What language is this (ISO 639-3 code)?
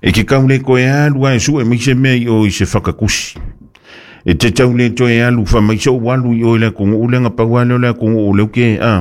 smo